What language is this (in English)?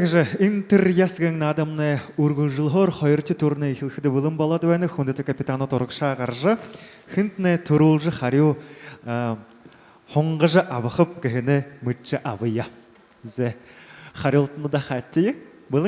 Buriat